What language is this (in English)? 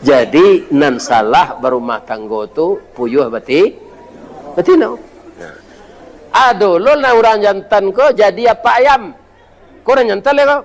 Minangkabau